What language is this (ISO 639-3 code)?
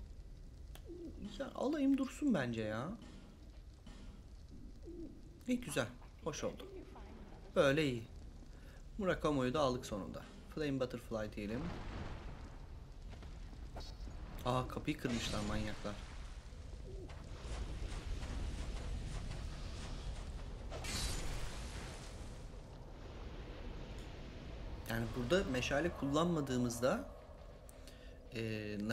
tur